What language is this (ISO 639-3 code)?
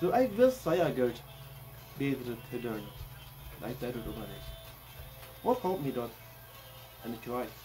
pdt